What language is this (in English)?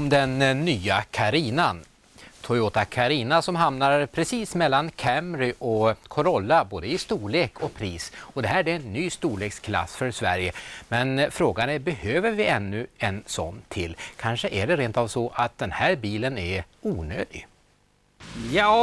Swedish